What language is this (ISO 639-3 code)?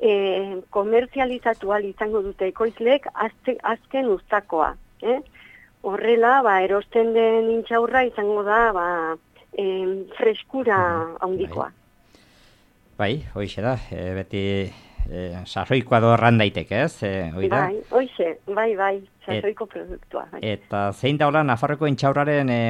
eus